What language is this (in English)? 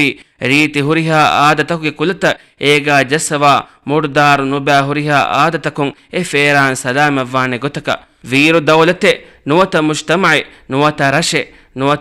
Divehi